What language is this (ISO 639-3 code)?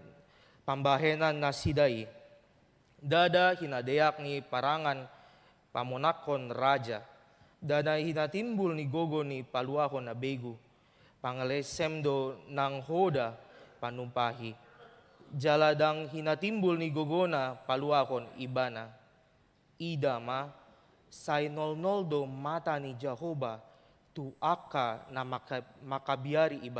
bbc